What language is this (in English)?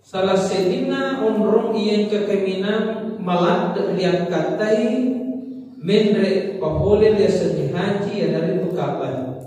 Buginese